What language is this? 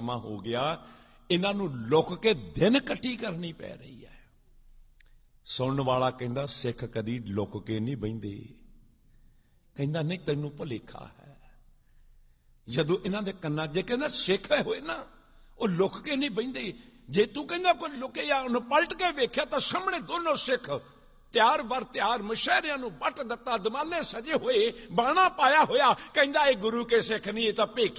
Punjabi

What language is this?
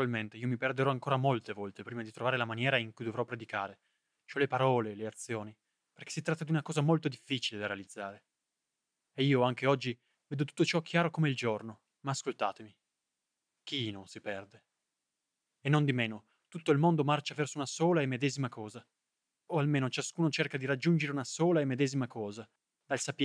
Italian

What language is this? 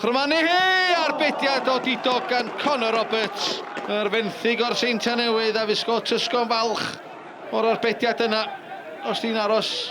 Welsh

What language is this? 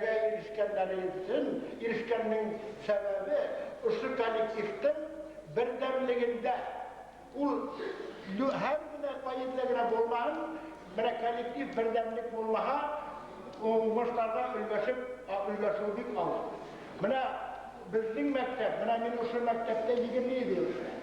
Bashkir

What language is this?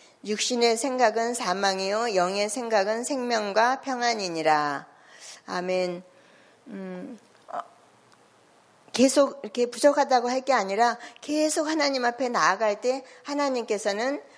Korean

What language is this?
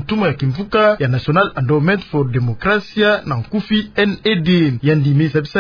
Kituba (Democratic Republic of Congo)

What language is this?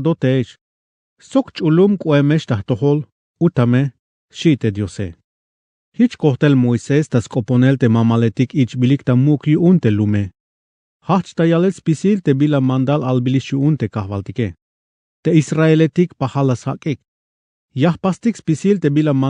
Tzeltal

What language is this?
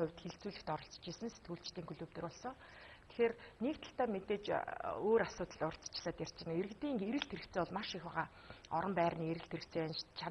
Mongolian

